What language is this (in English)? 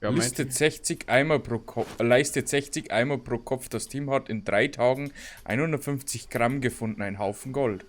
Bavarian